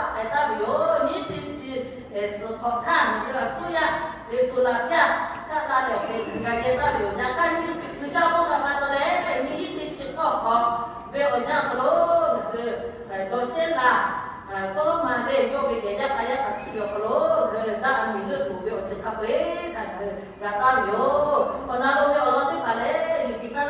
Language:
Lahu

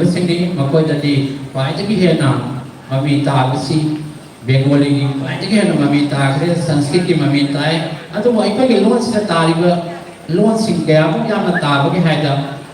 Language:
Manipuri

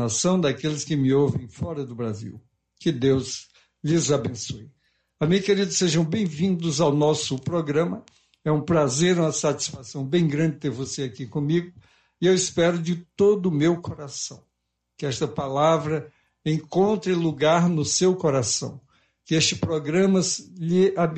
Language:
Portuguese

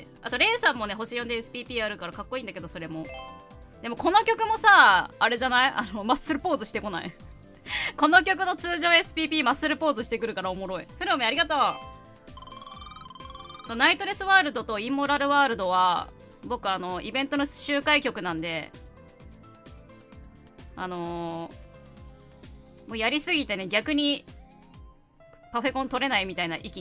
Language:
Japanese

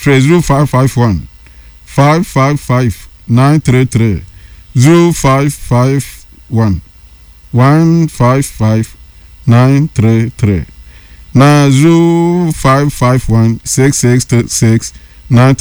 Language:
Akan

